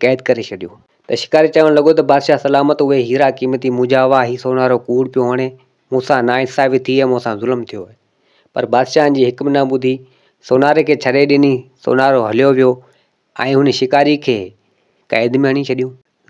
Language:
Sindhi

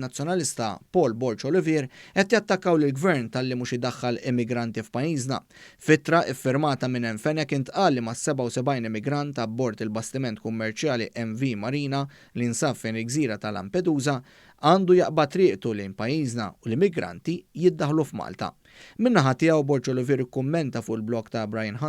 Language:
Maltese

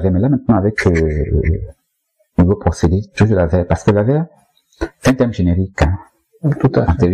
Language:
French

